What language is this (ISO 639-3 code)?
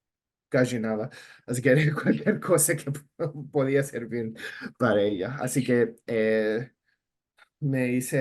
lad